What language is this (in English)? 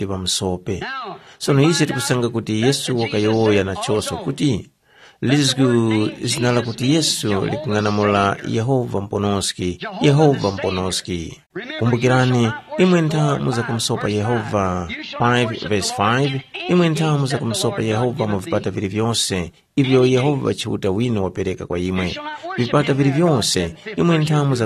Tumbuka